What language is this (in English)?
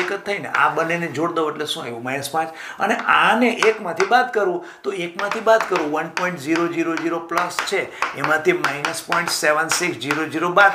Gujarati